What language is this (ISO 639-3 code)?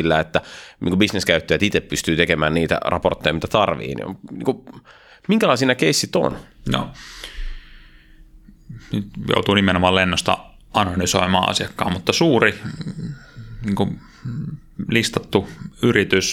fin